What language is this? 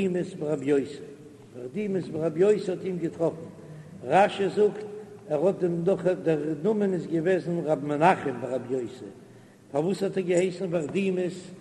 Yiddish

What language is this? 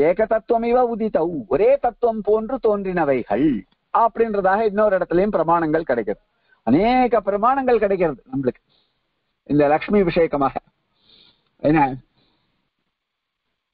Tamil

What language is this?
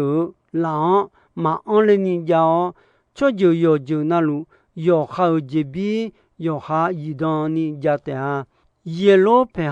Akha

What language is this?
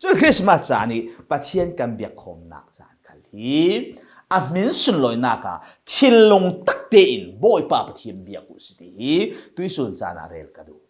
Falam Chin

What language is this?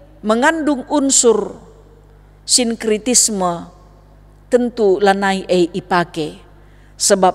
Batak Karo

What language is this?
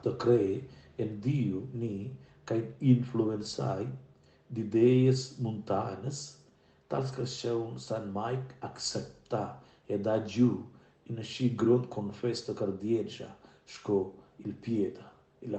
Romansh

